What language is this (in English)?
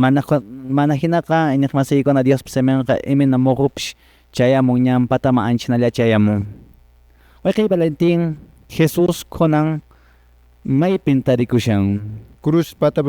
Quechua